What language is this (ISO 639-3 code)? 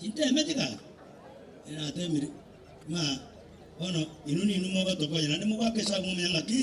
guz